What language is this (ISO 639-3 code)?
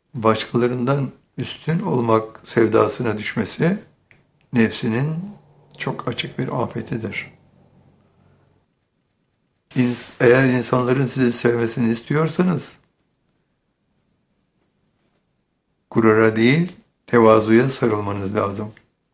tur